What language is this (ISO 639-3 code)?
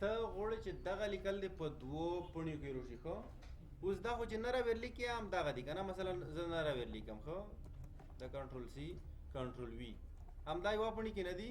pus